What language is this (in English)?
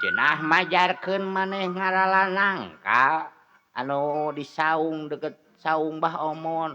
Sundanese